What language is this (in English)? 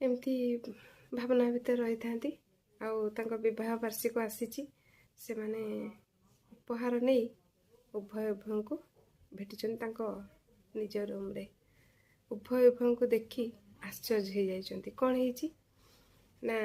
Odia